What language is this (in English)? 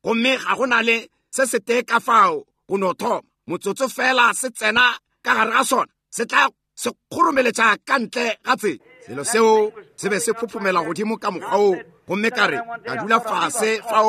Northern Sotho